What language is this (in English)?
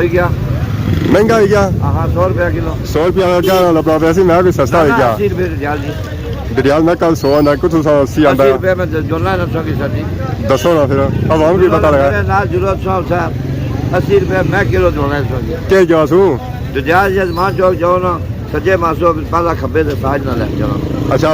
Pahari-Potwari